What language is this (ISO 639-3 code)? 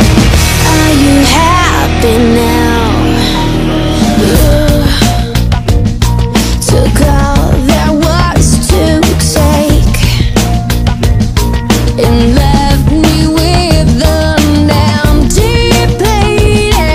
eng